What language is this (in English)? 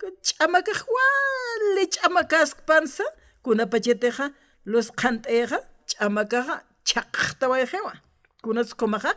Aymara